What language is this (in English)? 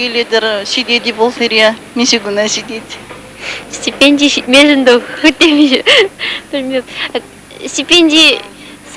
Chuvash